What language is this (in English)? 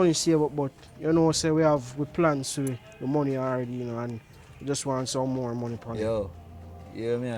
Jamaican Creole English